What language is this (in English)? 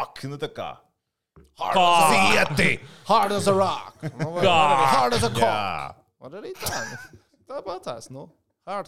Latvian